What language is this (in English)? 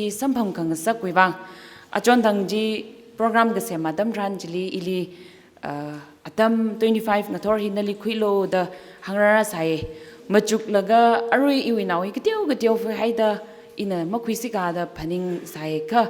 Tangkhul Naga (India)